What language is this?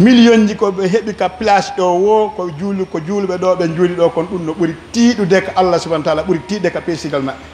Pular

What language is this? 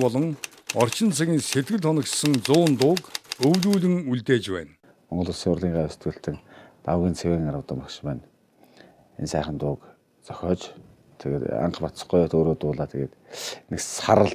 Mongolian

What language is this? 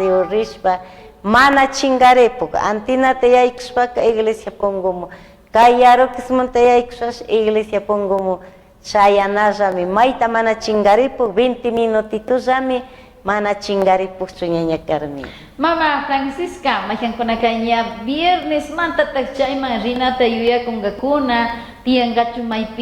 Chimborazo Highland Quichua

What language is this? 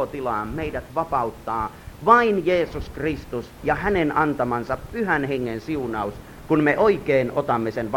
Finnish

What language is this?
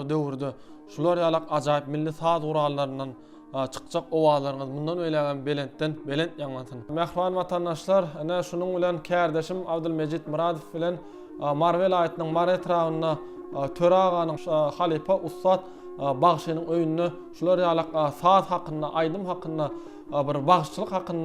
Turkmen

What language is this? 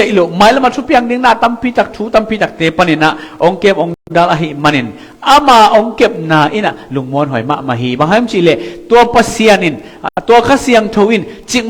Tedim Chin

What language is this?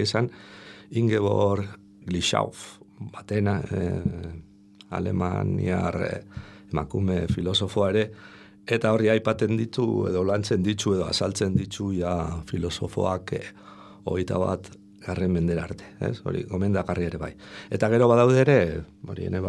Basque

